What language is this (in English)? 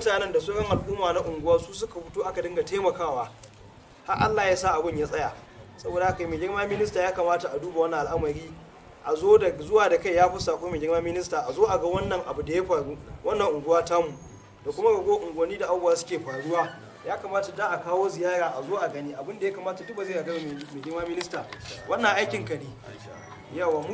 Hausa